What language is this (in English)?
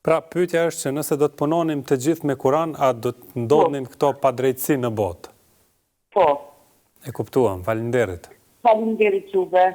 Albanian